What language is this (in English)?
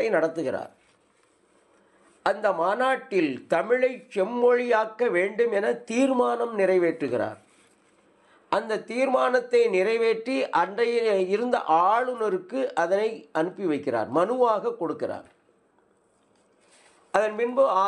Tamil